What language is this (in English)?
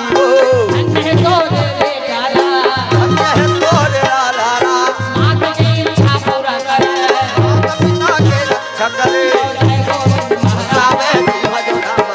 Chhattisgarhi